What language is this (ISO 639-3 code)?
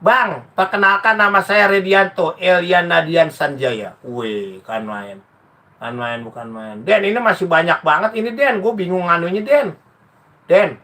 bew